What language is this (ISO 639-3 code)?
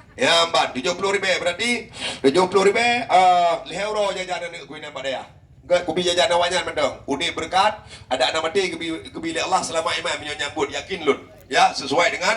ace